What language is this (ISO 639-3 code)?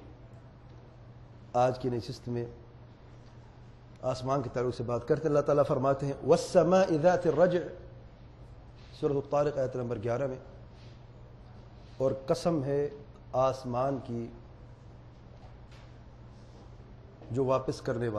urd